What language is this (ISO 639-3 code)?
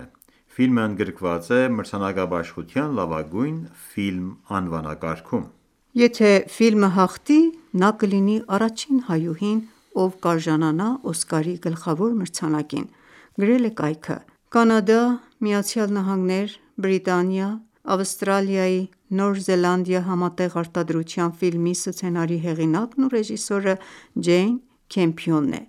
hye